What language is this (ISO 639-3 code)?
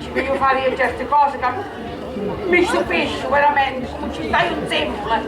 scn